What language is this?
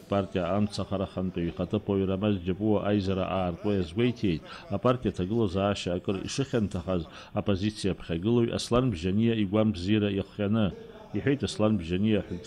Abkhazian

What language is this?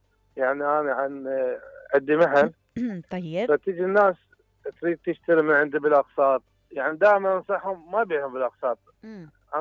Mesopotamian Arabic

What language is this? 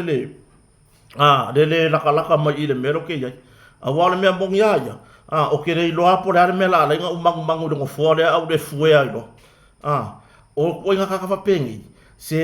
Samoan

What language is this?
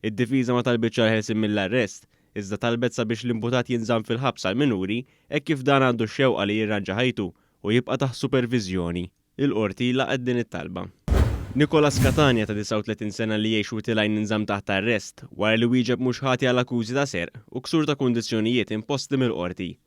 Maltese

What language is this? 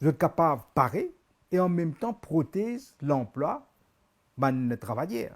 Morisyen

